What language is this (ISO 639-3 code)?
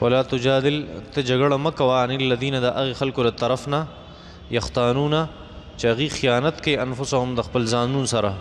pus